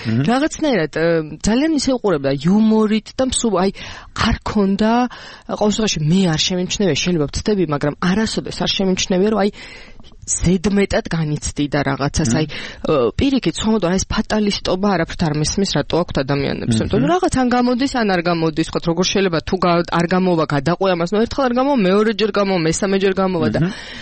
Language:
Georgian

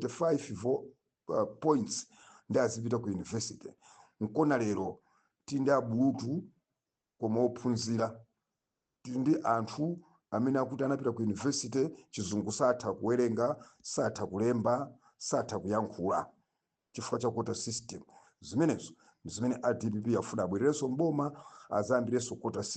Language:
Nyanja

